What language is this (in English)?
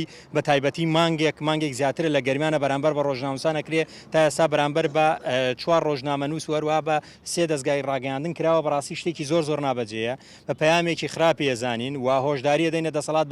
Central Kurdish